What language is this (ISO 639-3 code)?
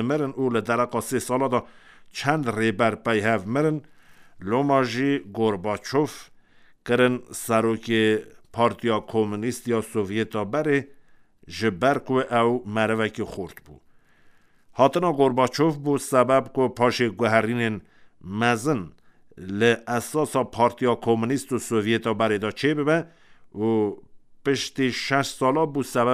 kur